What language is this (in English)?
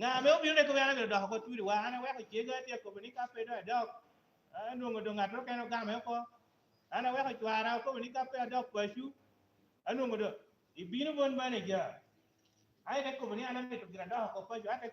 Lango (Uganda)